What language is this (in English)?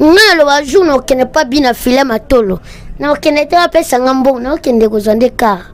Lingala